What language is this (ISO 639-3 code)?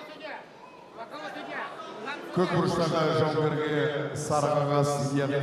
kaz